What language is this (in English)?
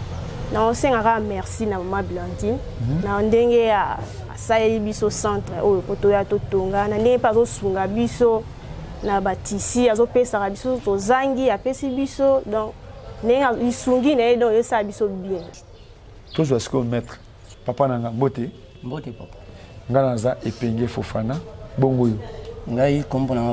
Lingala